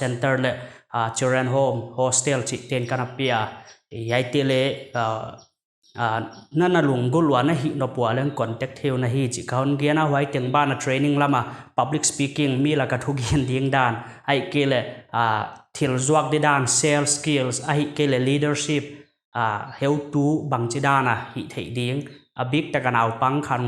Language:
Paite Chin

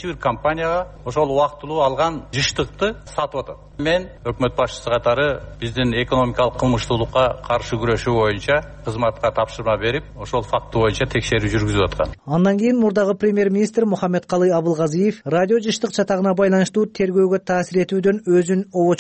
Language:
Kyrgyz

